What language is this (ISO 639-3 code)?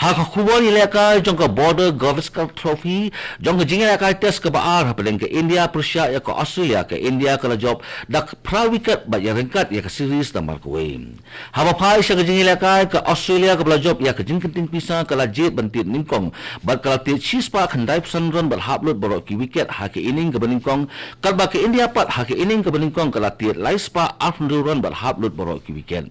kha